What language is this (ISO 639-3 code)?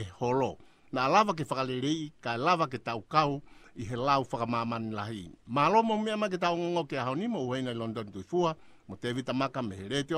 ton